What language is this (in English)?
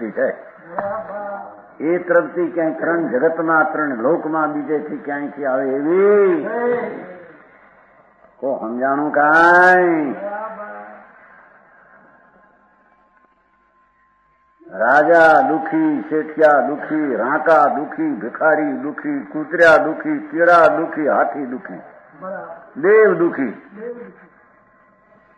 Gujarati